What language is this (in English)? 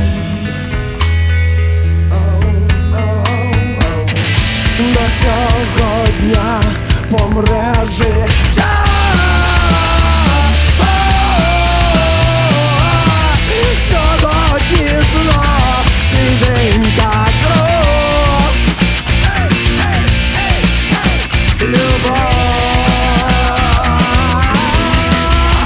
Ukrainian